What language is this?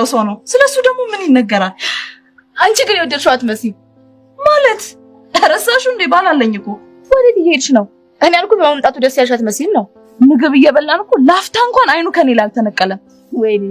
Amharic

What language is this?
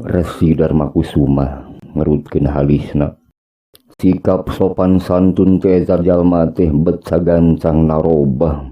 Sundanese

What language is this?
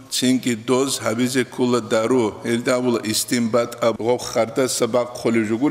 Avaric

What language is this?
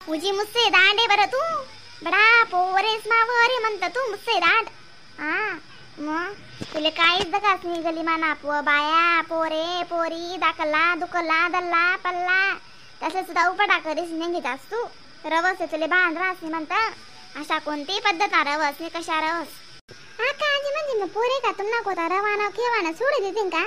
Khandesi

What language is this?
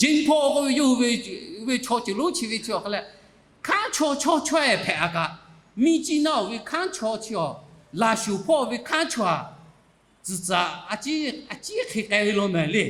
Lahu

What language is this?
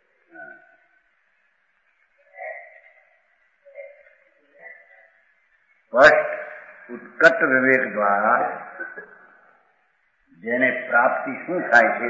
Gujarati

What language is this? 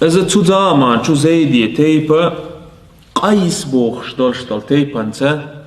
Chechen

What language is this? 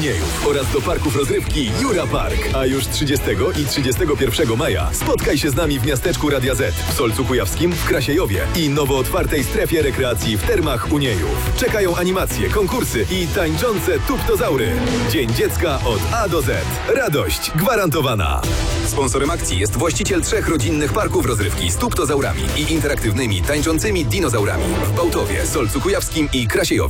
Polish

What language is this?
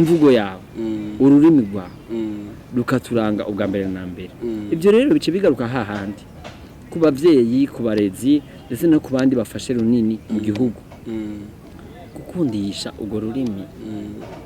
Rundi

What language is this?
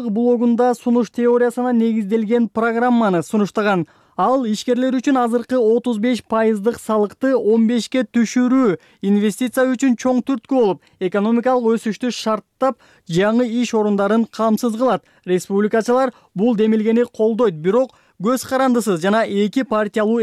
Kyrgyz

